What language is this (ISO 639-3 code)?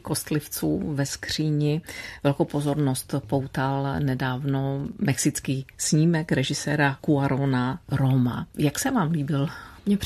ces